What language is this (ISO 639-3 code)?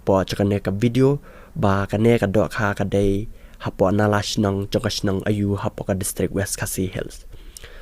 kha